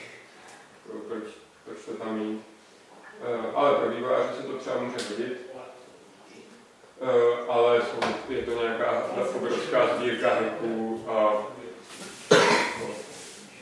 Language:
Czech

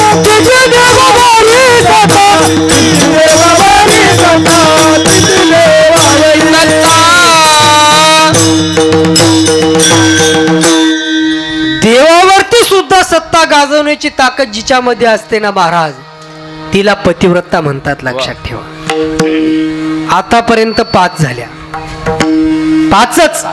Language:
Marathi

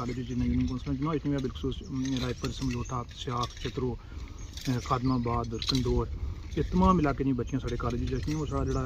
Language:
Pahari-Potwari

